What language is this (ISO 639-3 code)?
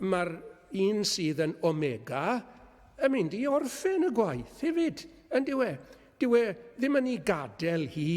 cym